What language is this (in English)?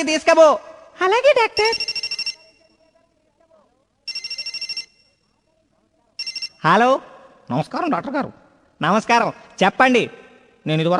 Telugu